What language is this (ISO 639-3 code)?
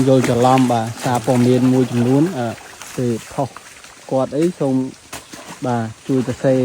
khm